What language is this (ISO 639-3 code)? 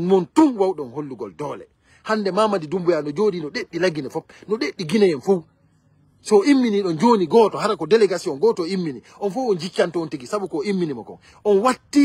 ful